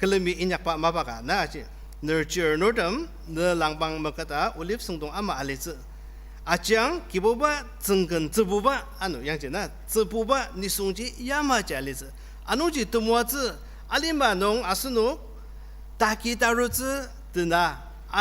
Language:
Ao Naga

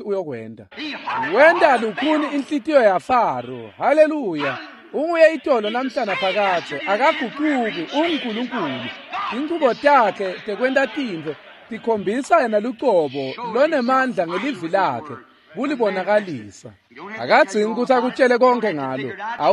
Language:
Swati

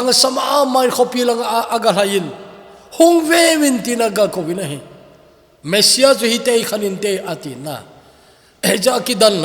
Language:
Thado Chin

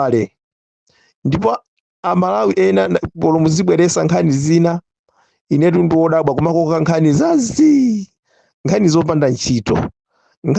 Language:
Nyanja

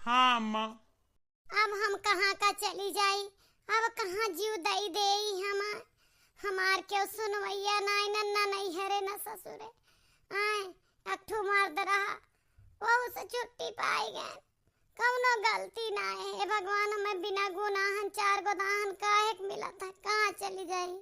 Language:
Awadhi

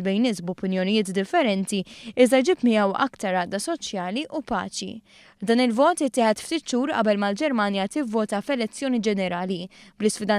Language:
Maltese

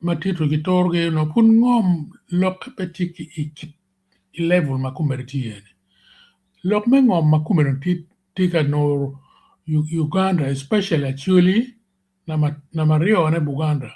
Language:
Acoli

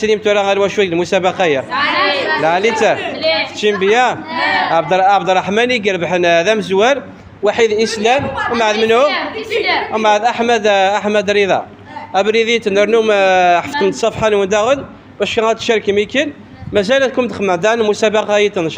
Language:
Kabyle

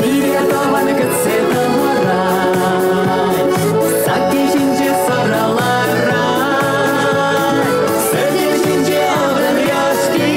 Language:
Chuvash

